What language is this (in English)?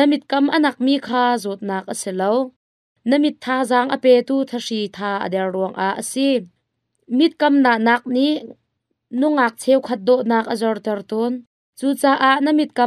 Hakha Chin